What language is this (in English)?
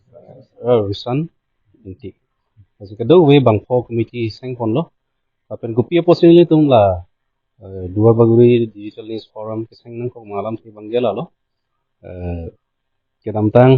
Karbi